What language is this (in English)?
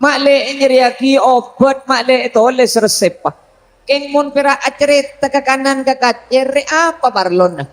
Madurese